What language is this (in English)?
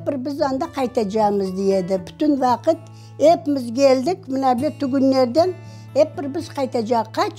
Crimean Tatar